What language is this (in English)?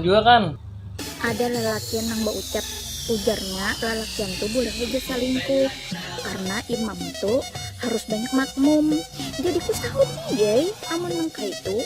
Banjar